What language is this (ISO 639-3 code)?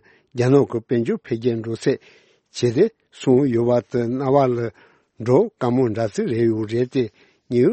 bod